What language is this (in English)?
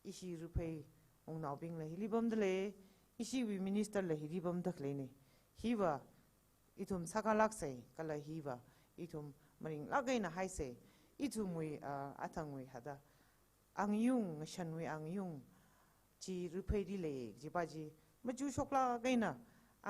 Tangkhul Naga (India)